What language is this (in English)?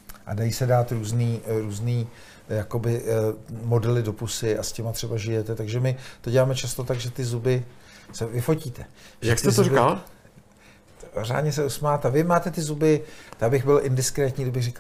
Czech